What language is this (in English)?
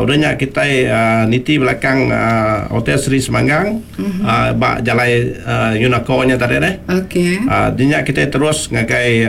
Iban